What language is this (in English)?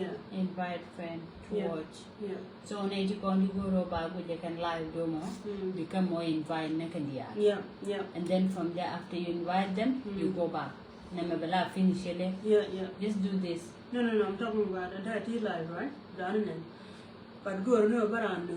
Nuer